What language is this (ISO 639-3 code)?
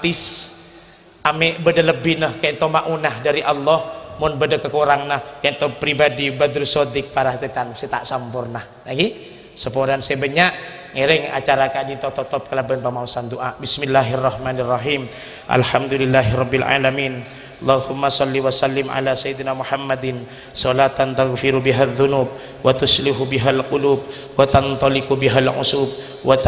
mad